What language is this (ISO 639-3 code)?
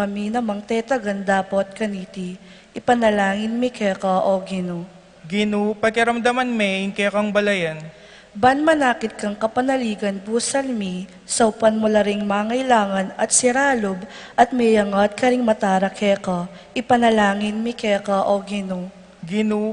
pam